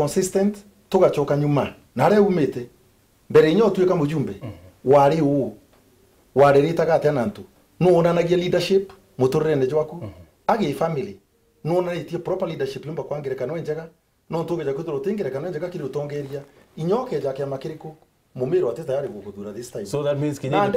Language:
Meru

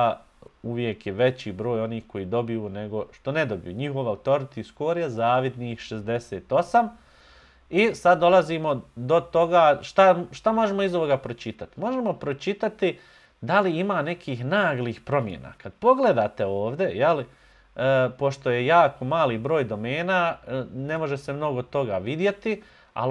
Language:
Bosnian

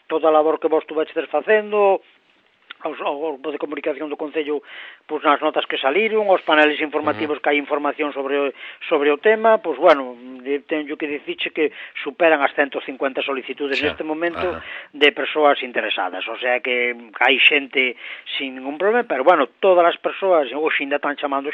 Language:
Galician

